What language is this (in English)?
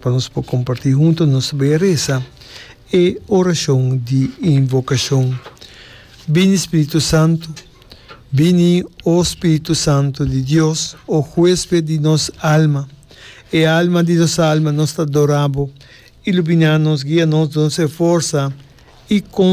Papiamento